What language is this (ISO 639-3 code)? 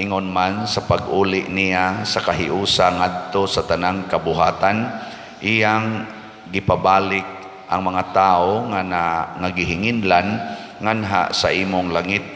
ceb